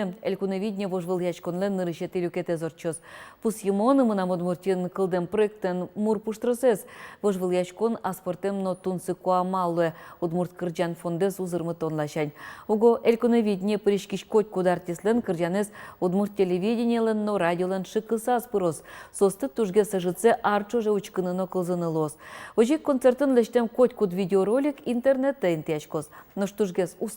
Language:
Udmurt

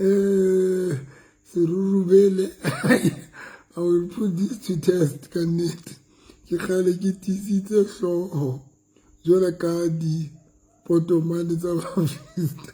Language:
Southern Sotho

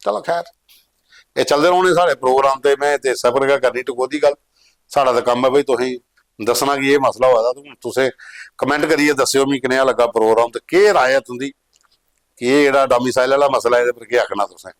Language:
Dogri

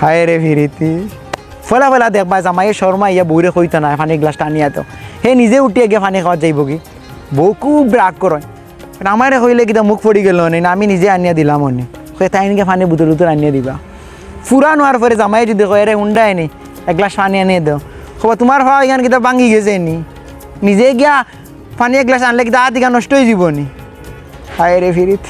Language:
Sylheti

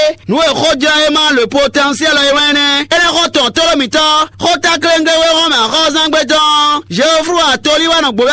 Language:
Fon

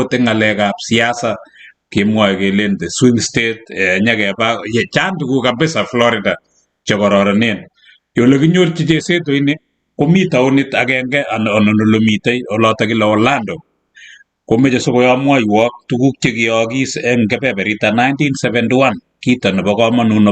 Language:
Kalenjin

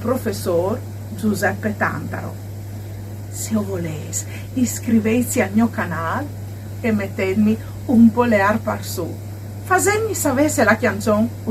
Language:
Friulian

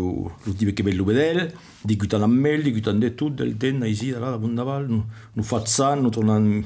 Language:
Occitan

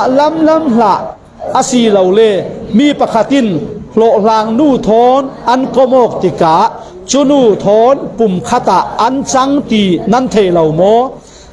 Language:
Falam Chin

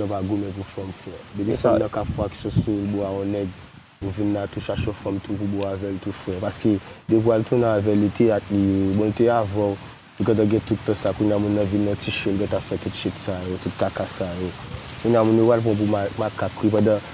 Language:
Haitian Creole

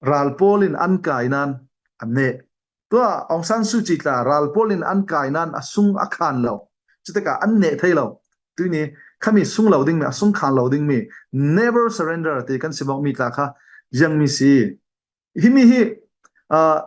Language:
Falam Chin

